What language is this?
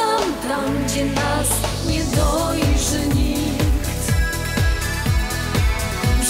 Polish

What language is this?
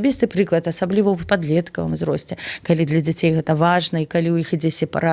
Belarusian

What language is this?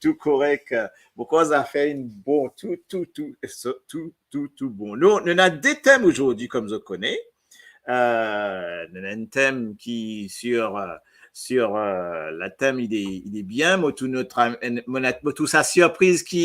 Morisyen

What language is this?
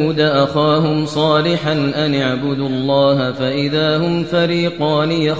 Kashmiri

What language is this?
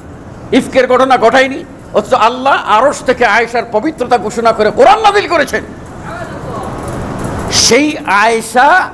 Bangla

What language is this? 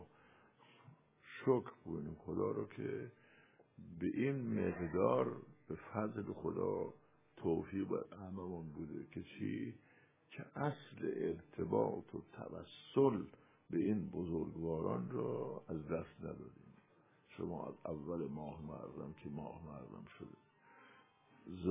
Persian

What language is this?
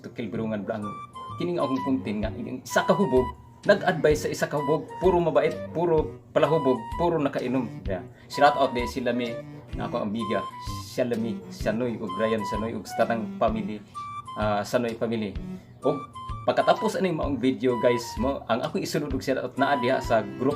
Cebuano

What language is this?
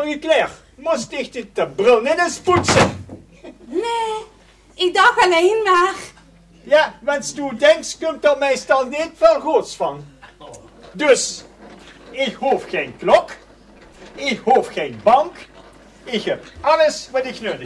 Limburgish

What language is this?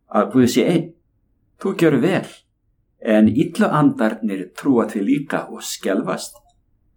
Icelandic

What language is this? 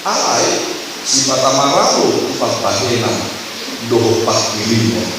Batak Toba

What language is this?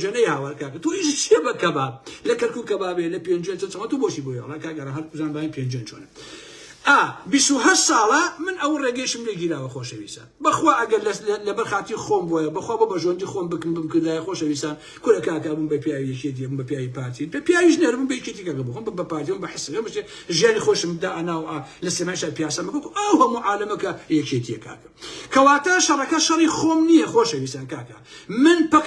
Central Kurdish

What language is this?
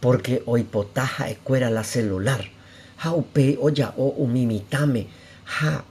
Guarani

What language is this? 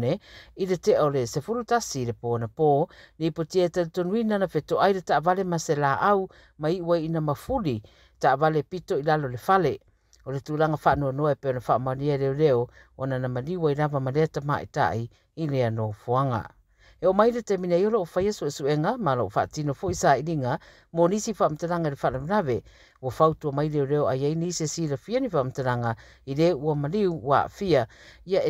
Samoan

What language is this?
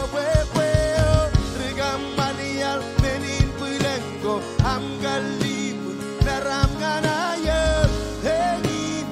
Marshallese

